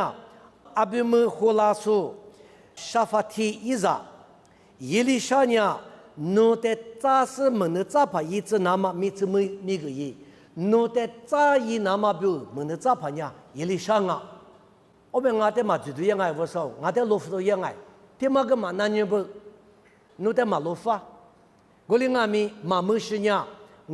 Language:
Lisu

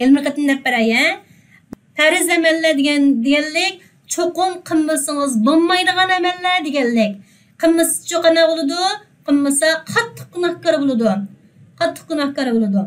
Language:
Uyghur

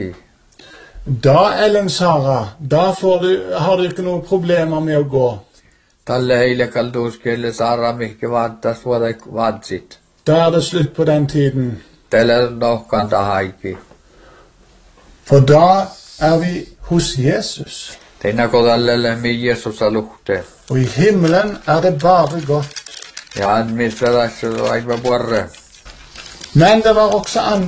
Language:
Norwegian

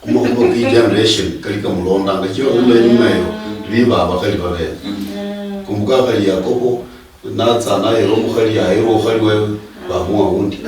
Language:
Luyia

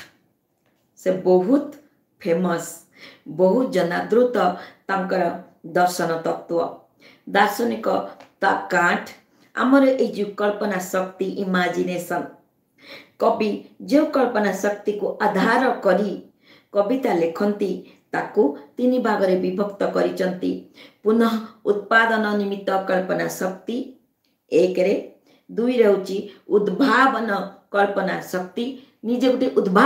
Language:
Odia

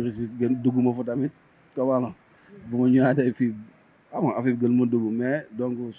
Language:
Wolof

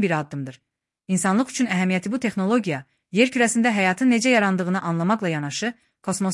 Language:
Azerbaijani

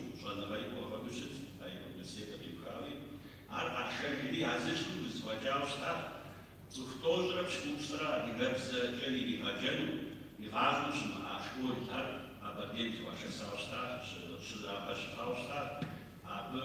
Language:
Kabardian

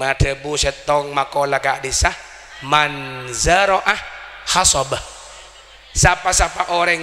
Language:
Madurese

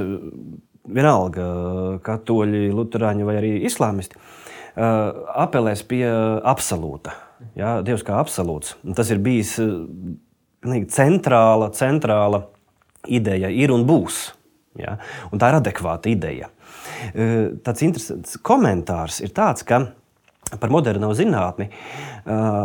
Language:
Latvian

